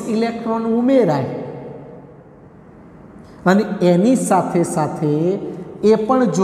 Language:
Gujarati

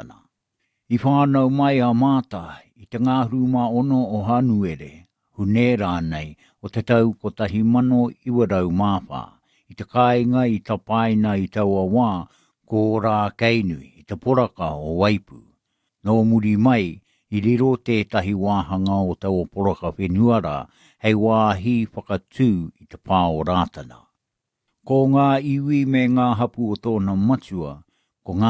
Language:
Māori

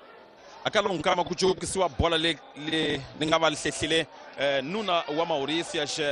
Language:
Tsonga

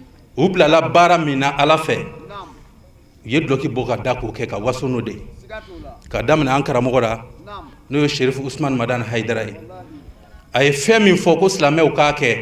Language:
Bambara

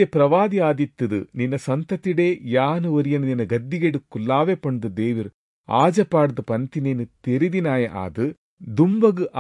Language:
Tulu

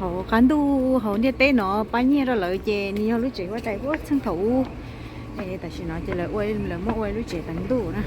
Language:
Hmong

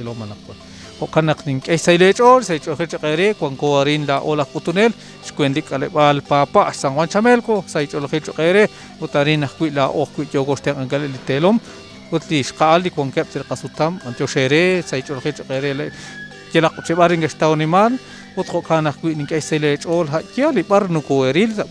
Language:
Kekchí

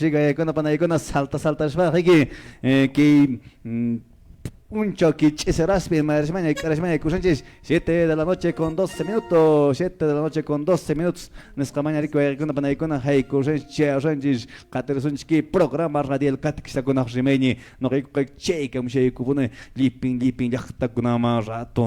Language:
Quechua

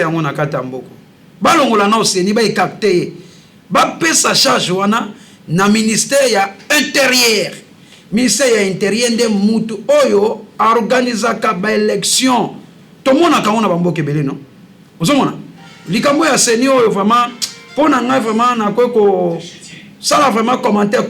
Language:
Lingala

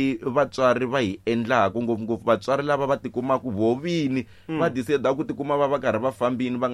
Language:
Tsonga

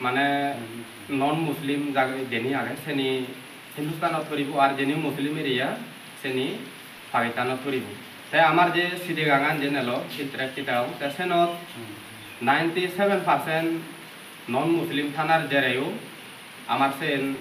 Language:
Chakma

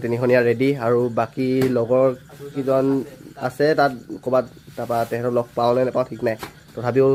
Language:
Assamese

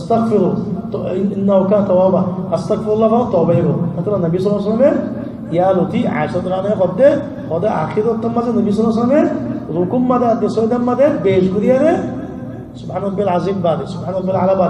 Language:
Rohingya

